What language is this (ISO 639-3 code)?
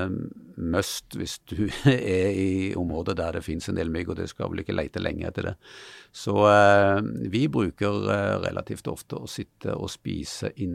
nor